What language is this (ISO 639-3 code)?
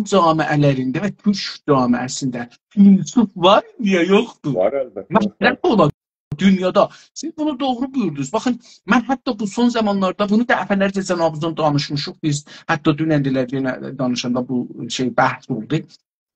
azb